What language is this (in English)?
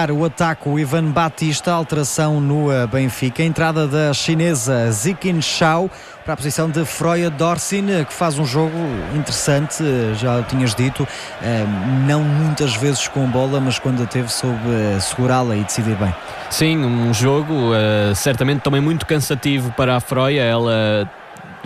Portuguese